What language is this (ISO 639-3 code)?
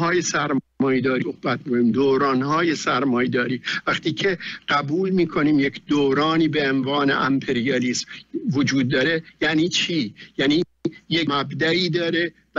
fas